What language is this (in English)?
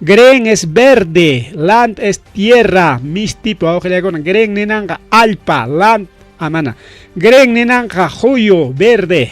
Ayacucho Quechua